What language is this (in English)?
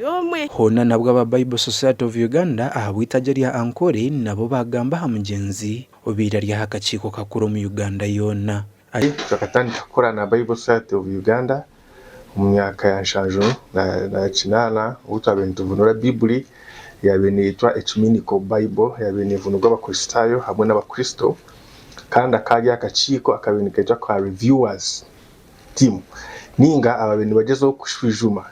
Nyankole